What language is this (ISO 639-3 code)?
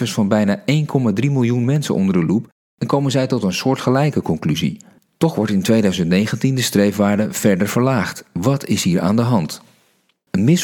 nld